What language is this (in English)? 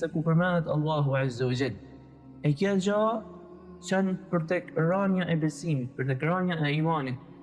Albanian